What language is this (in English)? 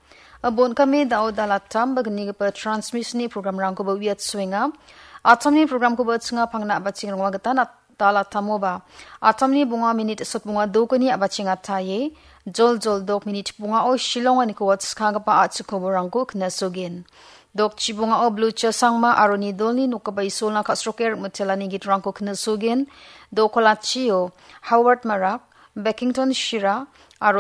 Garo